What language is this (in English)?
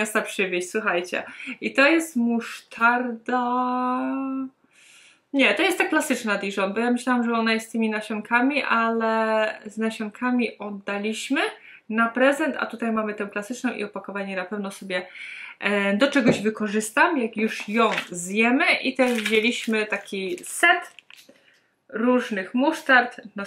Polish